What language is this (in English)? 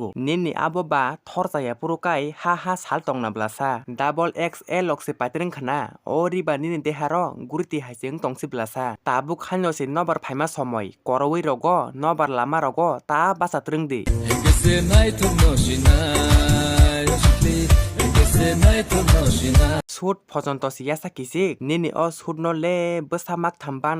Kok Borok